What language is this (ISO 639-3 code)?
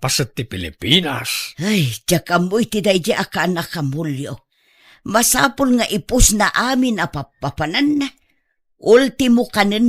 ilo